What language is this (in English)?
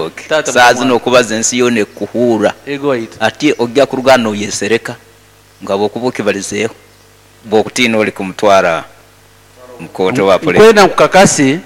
Nyoro